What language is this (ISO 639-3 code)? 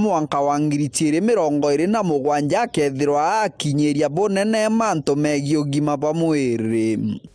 mer